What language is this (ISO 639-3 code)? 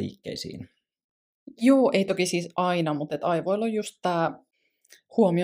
fin